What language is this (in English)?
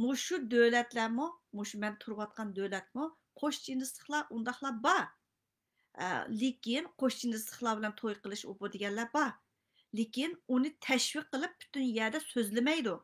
Uyghur